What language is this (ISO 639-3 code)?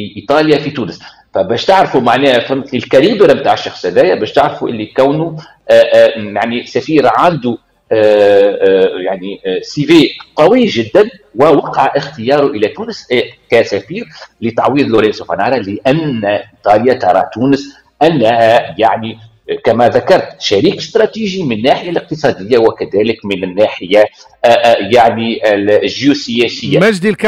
aeb